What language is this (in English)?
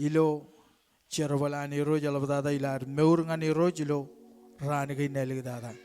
Marshallese